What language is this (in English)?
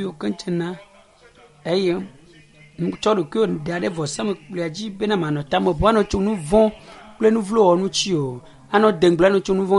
Ewe